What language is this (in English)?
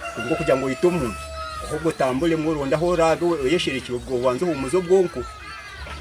Nyankole